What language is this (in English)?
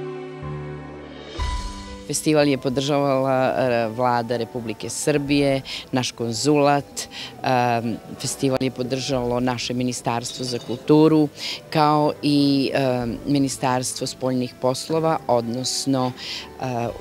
Serbian